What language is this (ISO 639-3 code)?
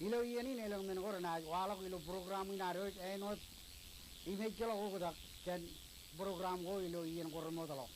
mah